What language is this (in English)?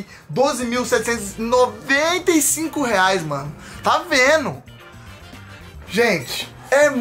Portuguese